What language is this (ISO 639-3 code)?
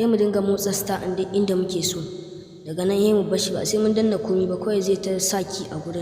hau